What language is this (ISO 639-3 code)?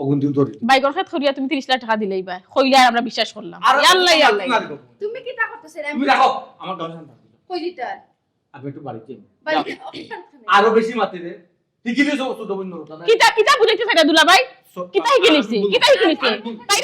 syl